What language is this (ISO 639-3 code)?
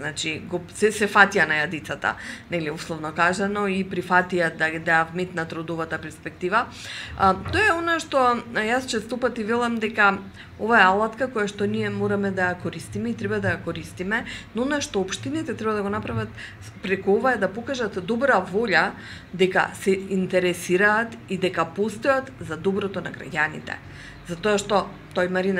mkd